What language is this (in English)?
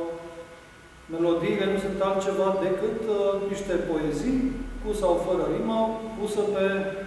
Romanian